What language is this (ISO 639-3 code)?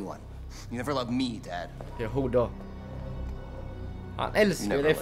swe